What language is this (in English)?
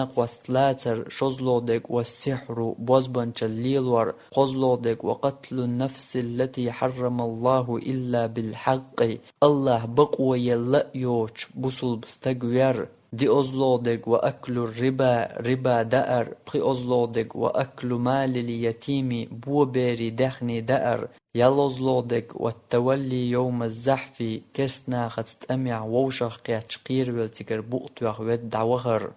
Chechen